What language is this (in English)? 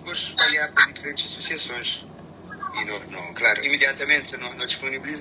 Kabuverdianu